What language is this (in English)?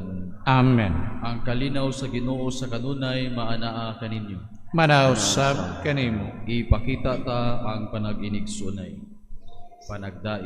Cebuano